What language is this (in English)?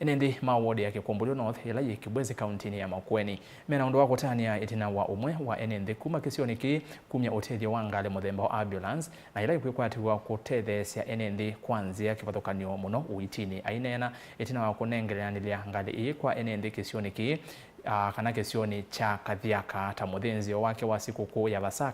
Kamba